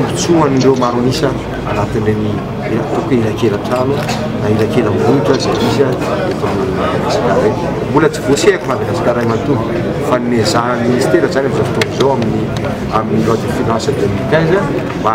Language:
Malagasy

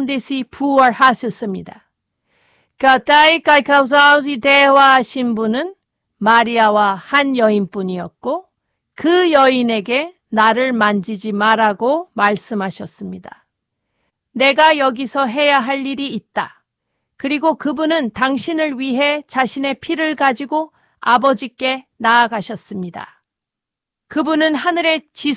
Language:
Korean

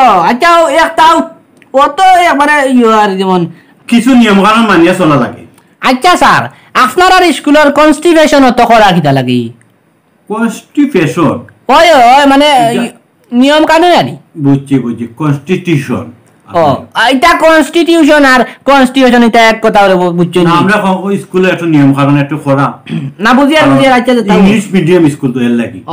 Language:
Sylheti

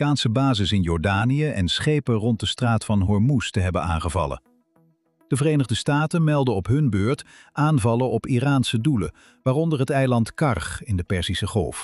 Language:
Dutch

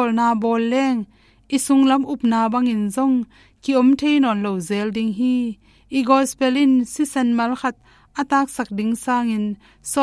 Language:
Tedim Chin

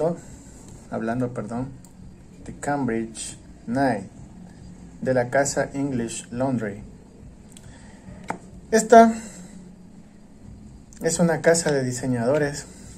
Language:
Spanish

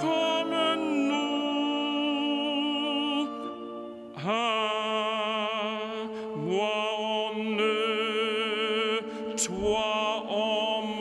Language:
Luxembourgish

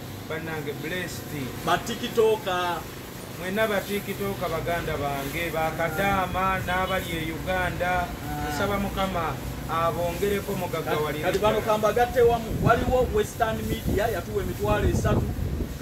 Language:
Ganda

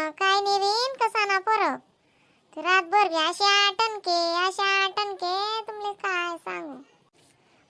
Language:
Khandesi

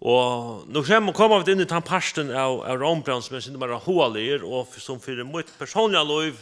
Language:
Faroese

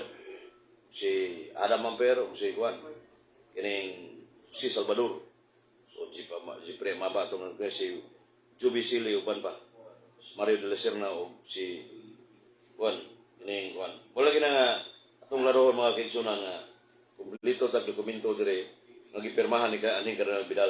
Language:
Cebuano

